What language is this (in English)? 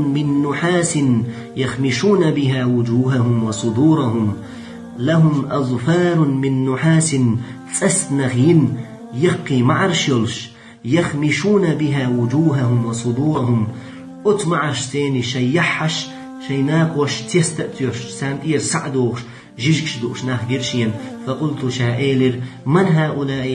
Chechen